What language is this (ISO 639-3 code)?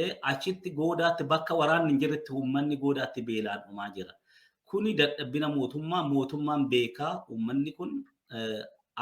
orm